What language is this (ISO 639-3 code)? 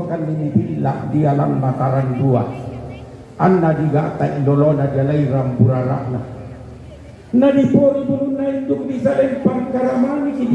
sda